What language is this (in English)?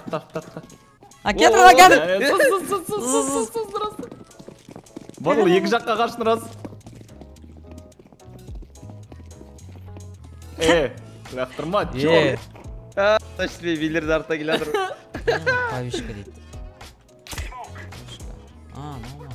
Kazakh